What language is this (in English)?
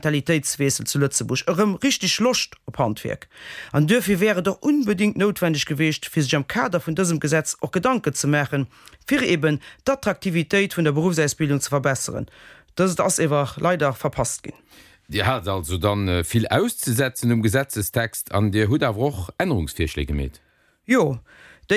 Luxembourgish